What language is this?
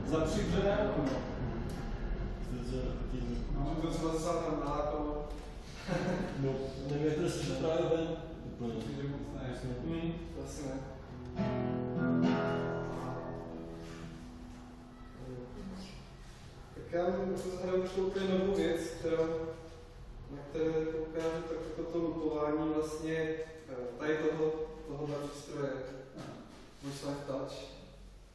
Czech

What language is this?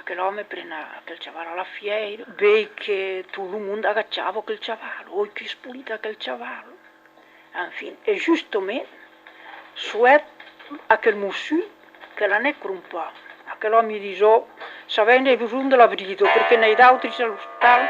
Occitan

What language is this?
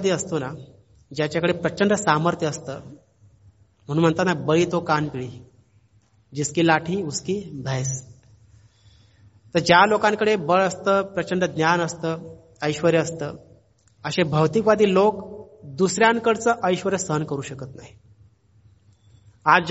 Marathi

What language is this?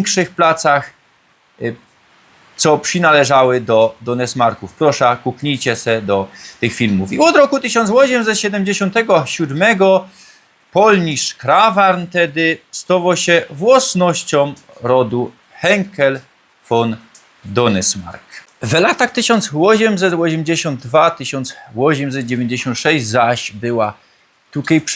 Silesian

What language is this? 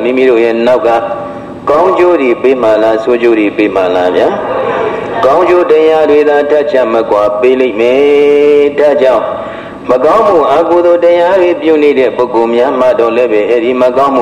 Burmese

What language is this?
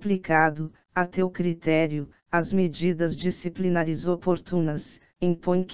Portuguese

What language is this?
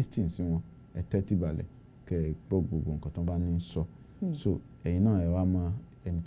Yoruba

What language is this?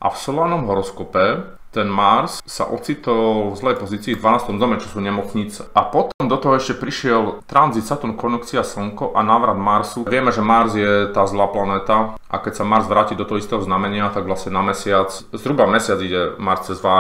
Slovak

